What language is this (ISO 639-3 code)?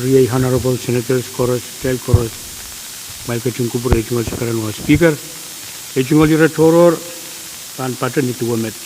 pon